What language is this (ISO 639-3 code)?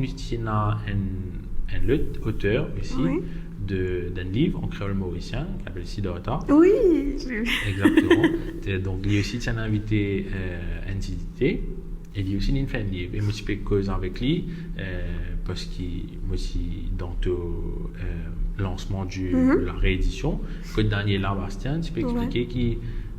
mfe